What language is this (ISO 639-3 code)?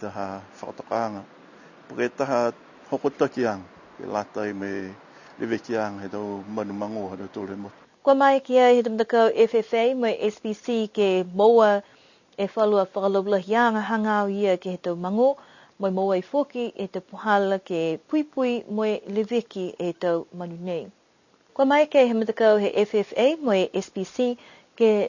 niu